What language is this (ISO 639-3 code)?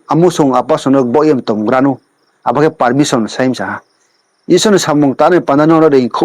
ria